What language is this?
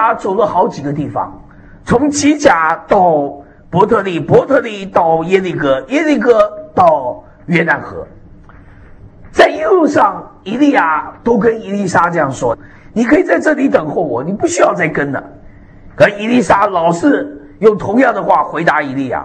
Chinese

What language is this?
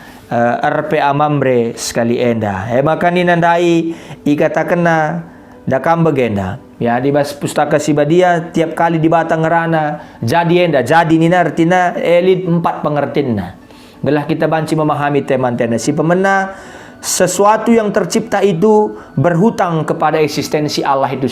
Batak Karo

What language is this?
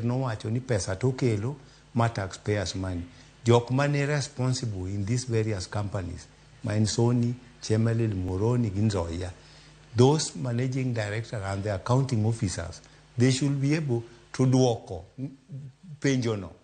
Luo (Kenya and Tanzania)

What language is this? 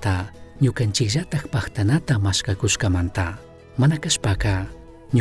Chimborazo Highland Quichua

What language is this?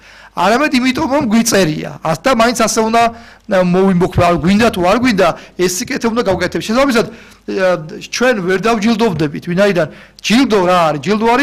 Georgian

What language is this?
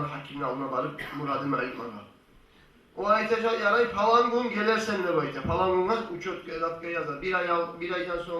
Kumyk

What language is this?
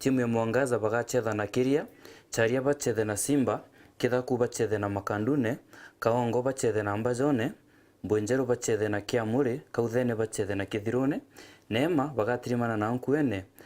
Meru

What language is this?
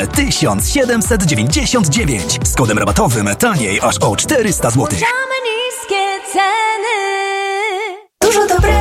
Polish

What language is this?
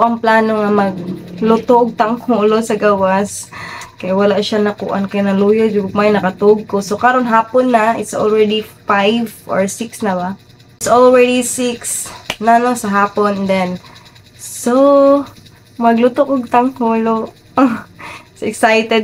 Cebuano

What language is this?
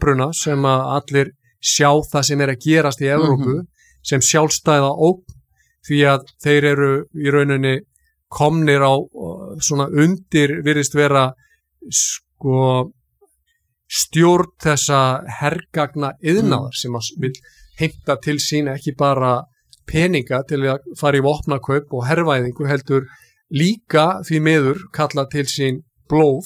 Icelandic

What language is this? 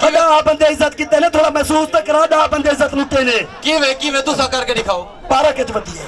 Saraiki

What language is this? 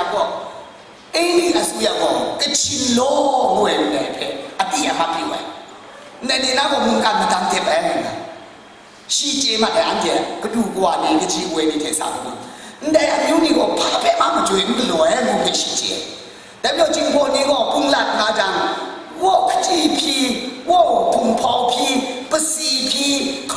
Kachin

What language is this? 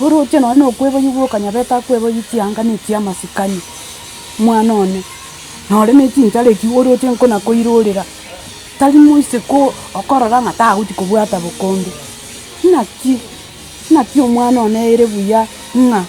Gusii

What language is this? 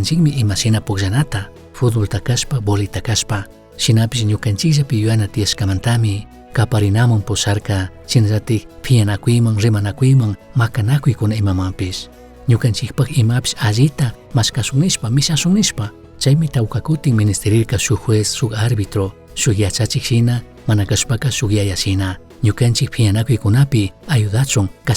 Chimborazo Highland Quichua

